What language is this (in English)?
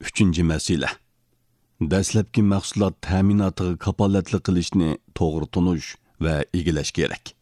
Uyghur